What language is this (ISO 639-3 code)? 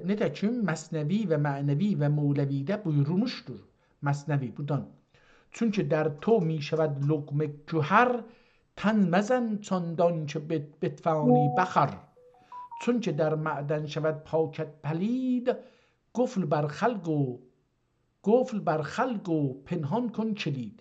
azb